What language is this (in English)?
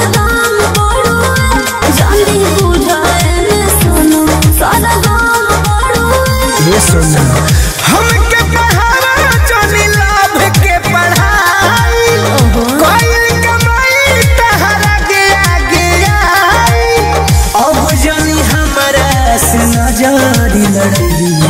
Bhojpuri